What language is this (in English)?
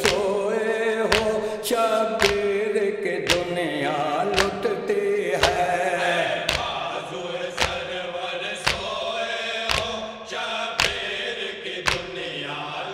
Urdu